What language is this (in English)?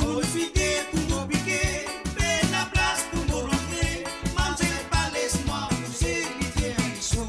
Morisyen